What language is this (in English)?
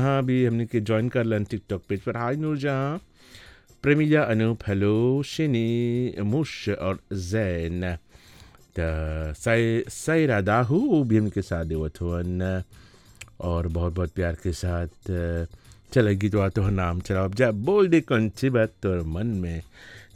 Bhojpuri